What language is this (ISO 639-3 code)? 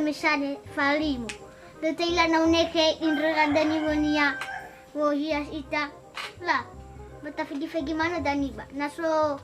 nia